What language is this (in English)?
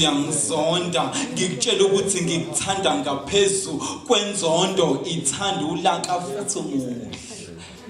Zulu